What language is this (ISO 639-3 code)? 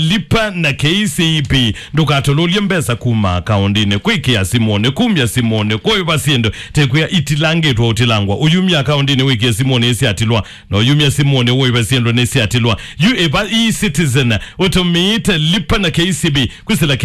kam